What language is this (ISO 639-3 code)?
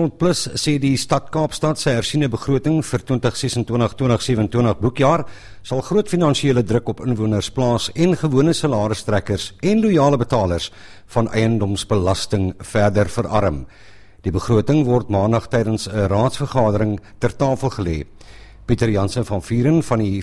afr